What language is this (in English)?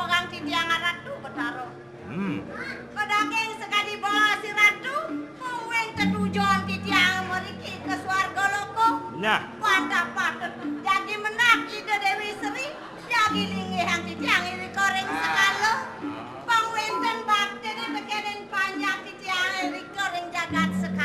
Balinese